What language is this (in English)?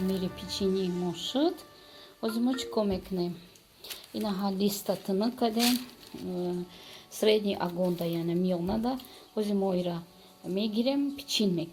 Tajik